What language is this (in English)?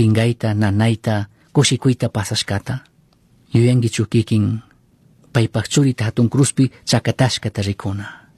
Chimborazo Highland Quichua